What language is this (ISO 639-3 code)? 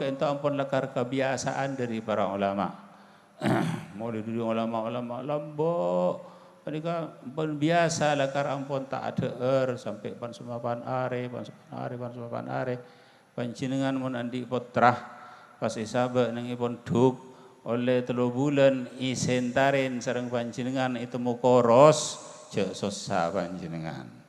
mad